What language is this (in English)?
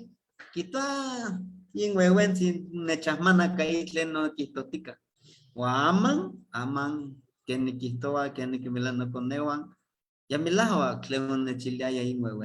Eastern Huasteca Nahuatl